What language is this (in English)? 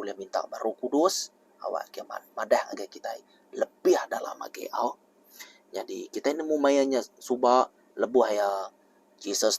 Iban